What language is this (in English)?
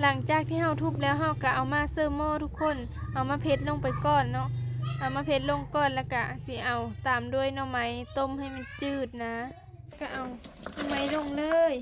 Lao